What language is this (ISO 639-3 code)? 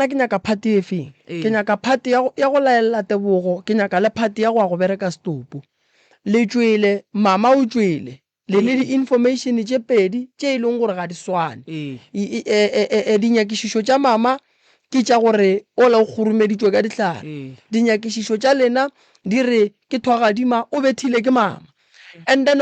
nso